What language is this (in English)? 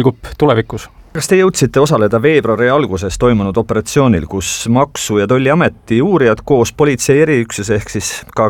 Estonian